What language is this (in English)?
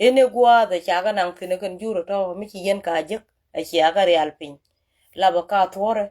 Nuer